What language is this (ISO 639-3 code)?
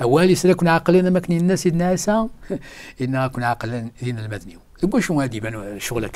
kab